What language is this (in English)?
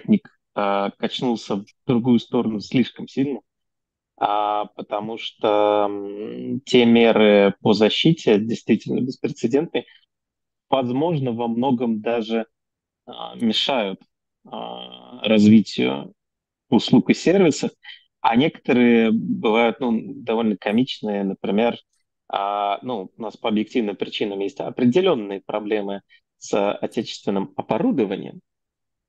Russian